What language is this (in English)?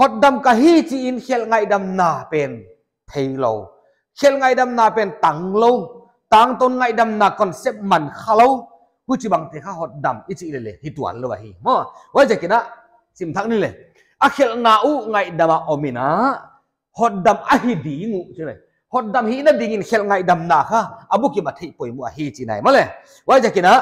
Paite Chin